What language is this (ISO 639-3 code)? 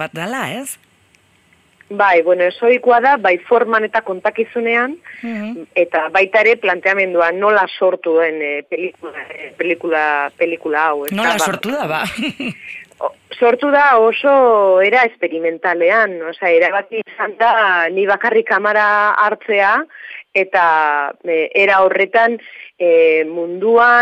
eus